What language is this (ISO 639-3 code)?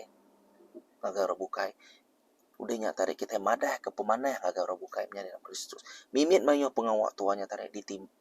iba